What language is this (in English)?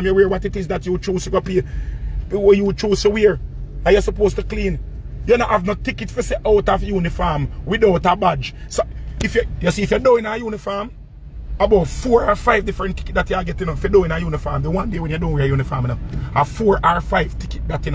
Jamaican Creole English